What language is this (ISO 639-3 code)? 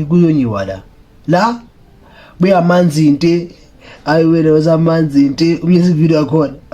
zul